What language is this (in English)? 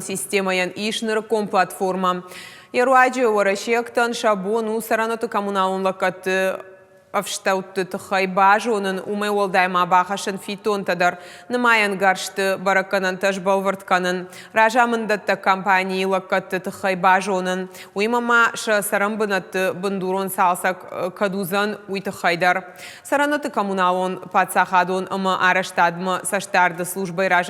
Ossetic